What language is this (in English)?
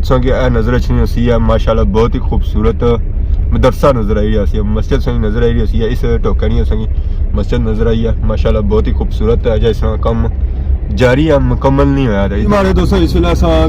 Pahari-Potwari